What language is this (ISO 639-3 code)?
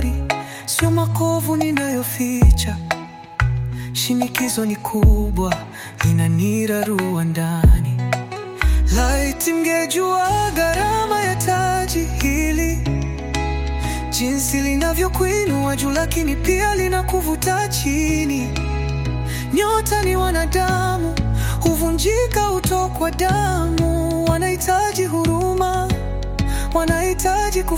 swa